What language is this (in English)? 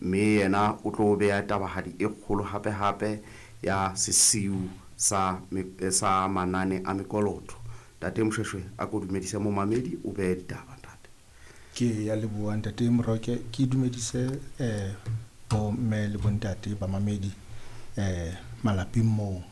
Southern Sotho